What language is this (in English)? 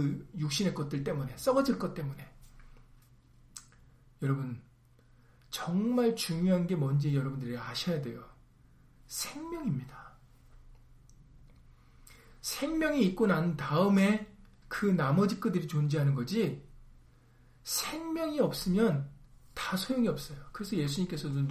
Korean